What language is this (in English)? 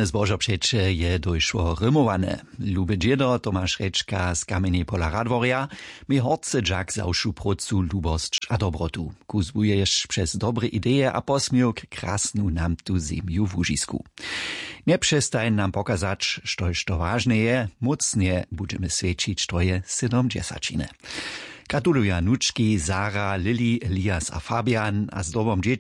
Upper Sorbian